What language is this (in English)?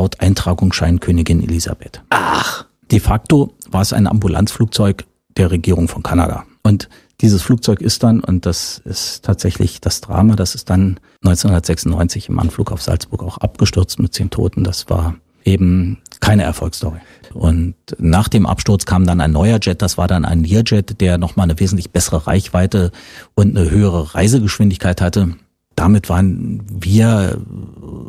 German